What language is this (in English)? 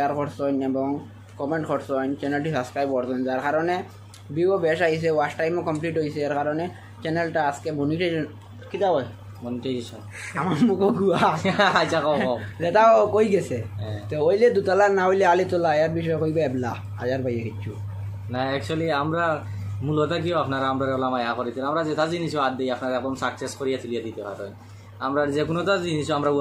Sylheti